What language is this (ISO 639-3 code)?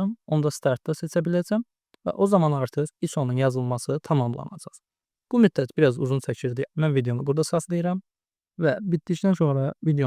aze